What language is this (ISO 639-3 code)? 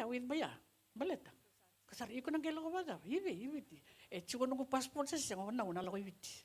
fij